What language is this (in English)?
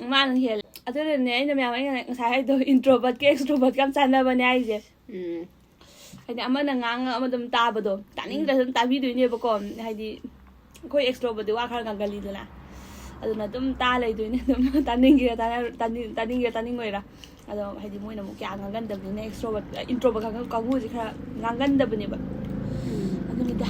Manipuri